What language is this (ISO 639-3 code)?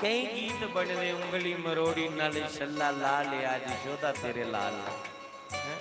doi